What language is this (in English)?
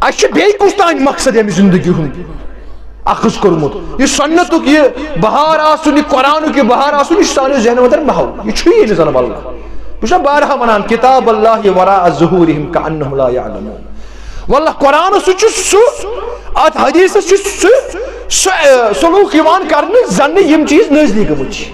Kashmiri